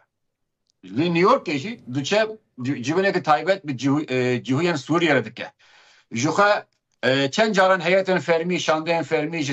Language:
Kurdish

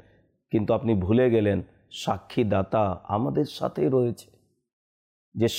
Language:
Bangla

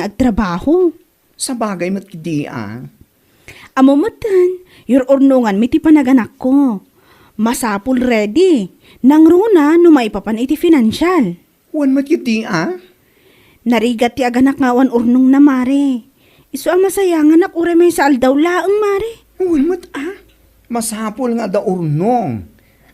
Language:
Iloko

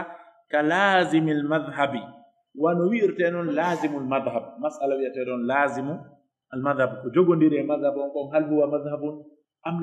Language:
Pular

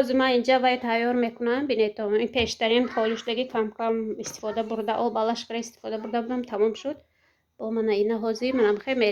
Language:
Tajik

